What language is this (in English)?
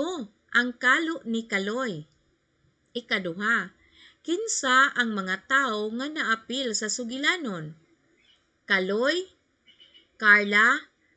Cebuano